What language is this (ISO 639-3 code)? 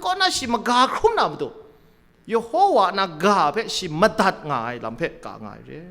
kac